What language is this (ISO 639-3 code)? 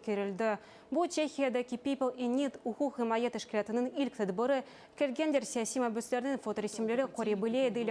crh